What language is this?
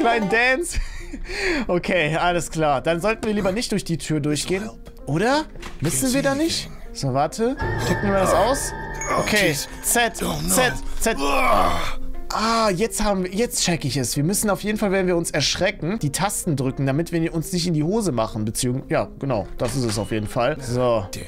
German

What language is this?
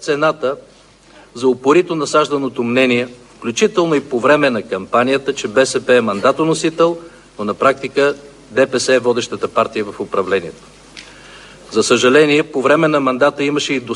Bulgarian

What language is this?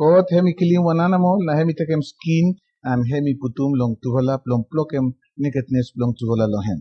Bislama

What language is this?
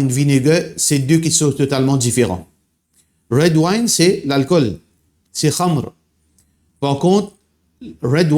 Morisyen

